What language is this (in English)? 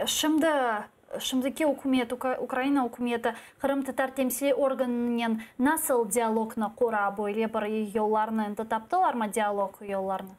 Crimean Tatar